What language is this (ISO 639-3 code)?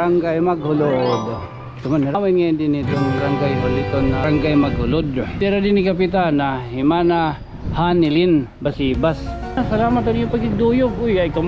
war